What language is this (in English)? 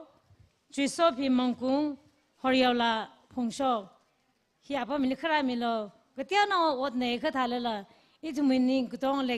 Tangkhul Naga (India)